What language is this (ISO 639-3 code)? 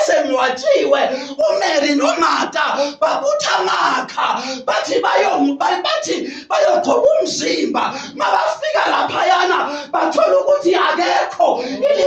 zul